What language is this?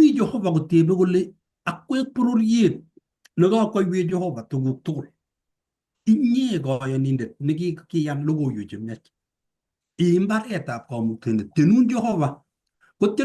Kalenjin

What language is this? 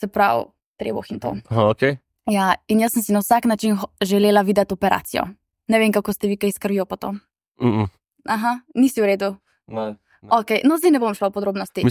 Slovenian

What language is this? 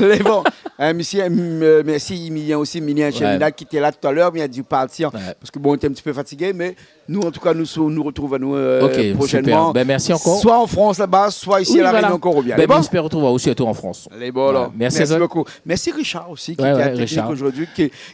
Réunion Creole French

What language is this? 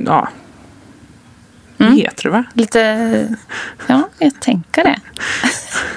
Swedish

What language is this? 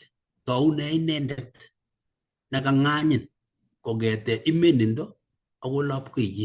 Kalenjin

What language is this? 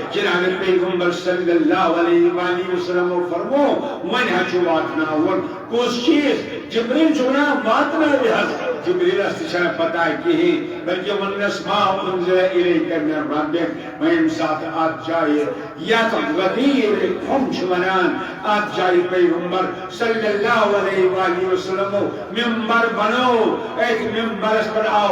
Kashmiri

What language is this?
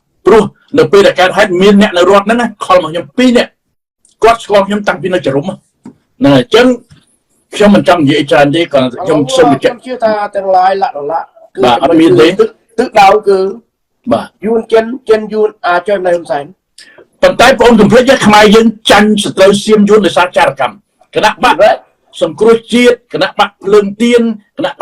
Khmer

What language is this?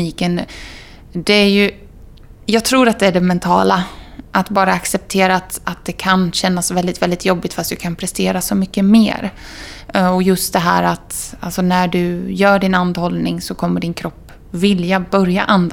Swedish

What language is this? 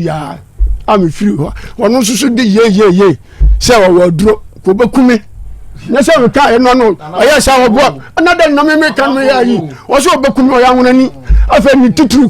Akan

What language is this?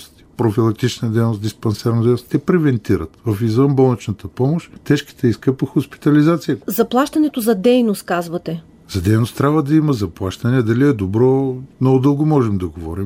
Bulgarian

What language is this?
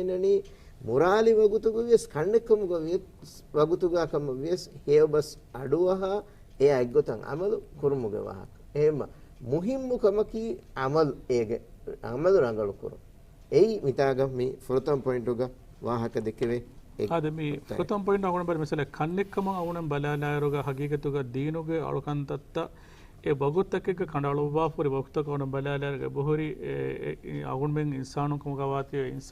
Divehi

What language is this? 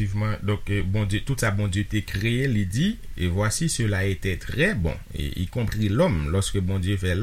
Haitian Creole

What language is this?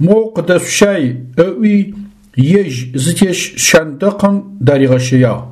Adyghe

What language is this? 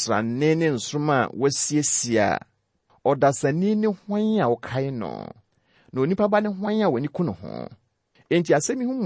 Akan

